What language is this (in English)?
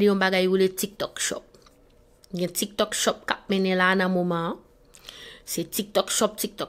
Haitian Creole